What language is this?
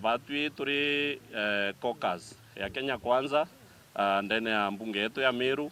Meru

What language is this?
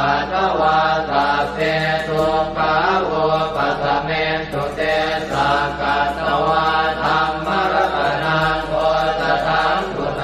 Pali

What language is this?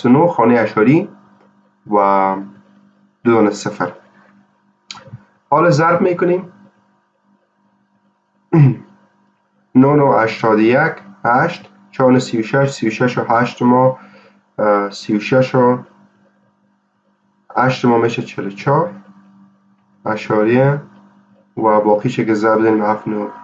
Persian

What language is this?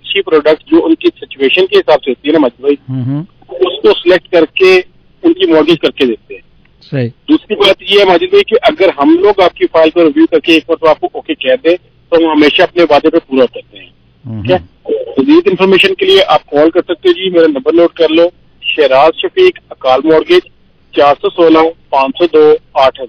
Urdu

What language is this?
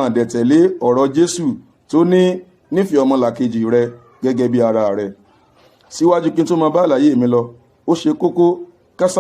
Yoruba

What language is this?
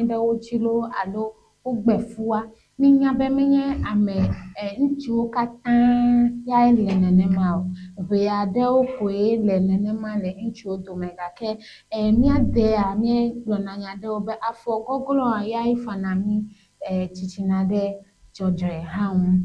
Ewe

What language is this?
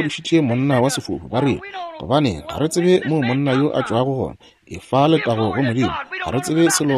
Northern Sotho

